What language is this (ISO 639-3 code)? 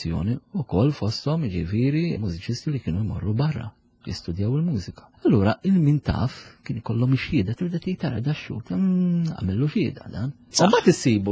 mlt